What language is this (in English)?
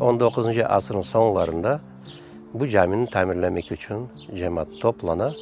Crimean Tatar